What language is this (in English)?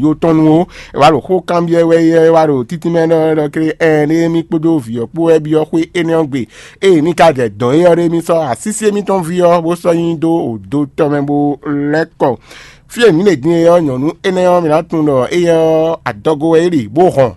Fon